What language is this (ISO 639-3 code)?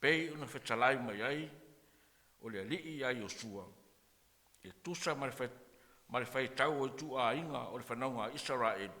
smo